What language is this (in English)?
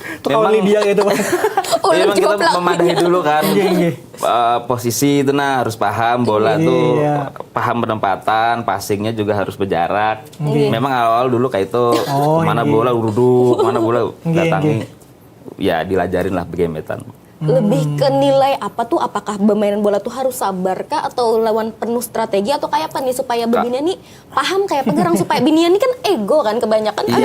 Banjar